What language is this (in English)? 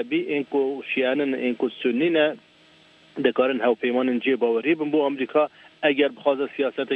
Kurdish